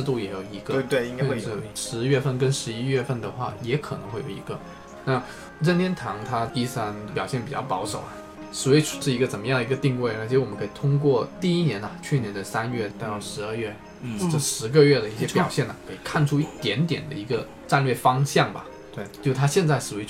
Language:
Chinese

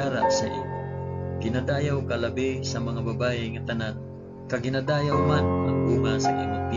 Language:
Hiligaynon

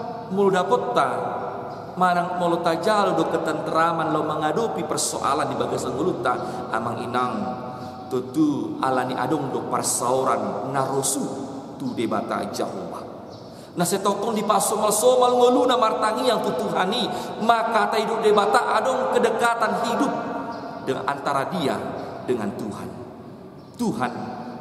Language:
Batak Toba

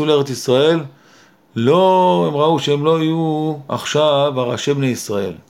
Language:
Hebrew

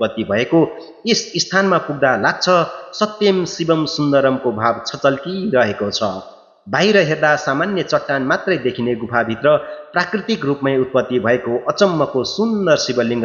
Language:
Nepali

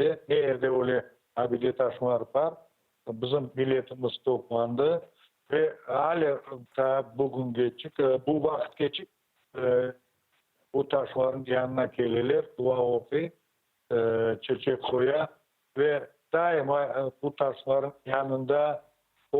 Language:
Crimean Tatar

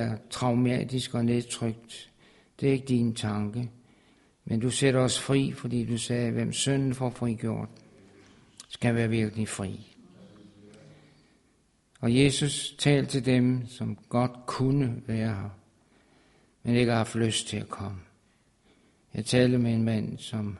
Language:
Danish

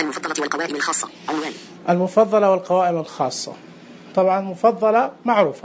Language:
Najdi Arabic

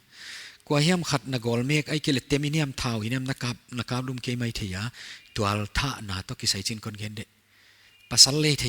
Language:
Paite Chin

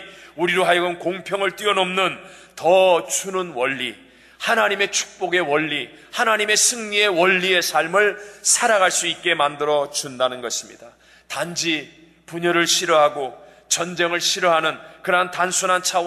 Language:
Korean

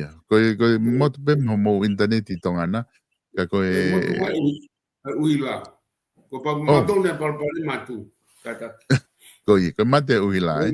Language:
Tongan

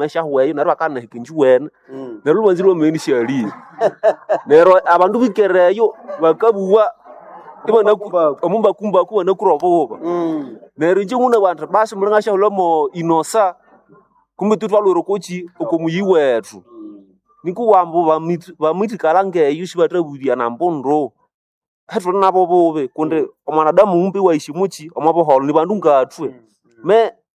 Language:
Nande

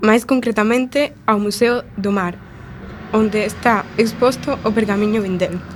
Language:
Galician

